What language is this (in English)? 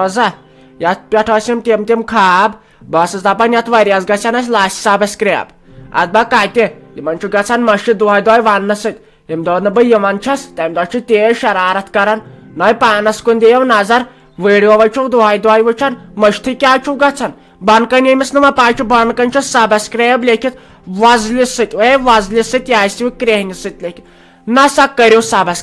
Kashmiri